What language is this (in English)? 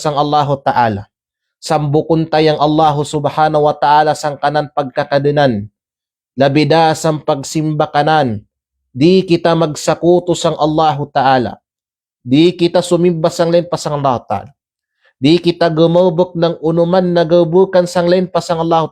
Kalagan